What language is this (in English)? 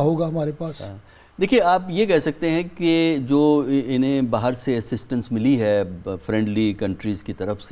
Urdu